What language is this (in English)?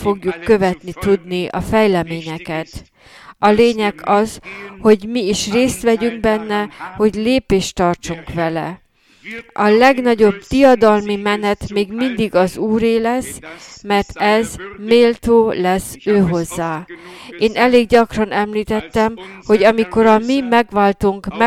Hungarian